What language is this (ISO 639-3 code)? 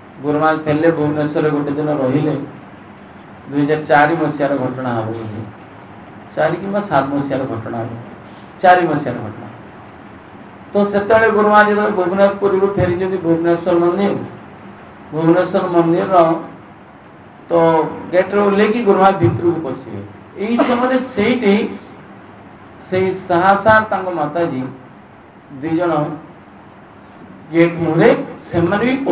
ori